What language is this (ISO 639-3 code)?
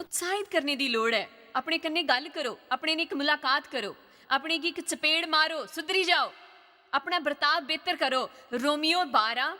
doi